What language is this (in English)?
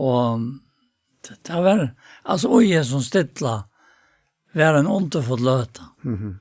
Faroese